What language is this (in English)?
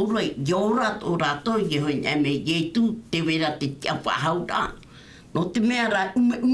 Tahitian